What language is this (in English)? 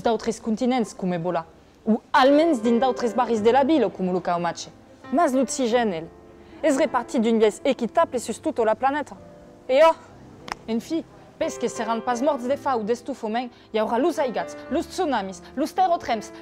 Occitan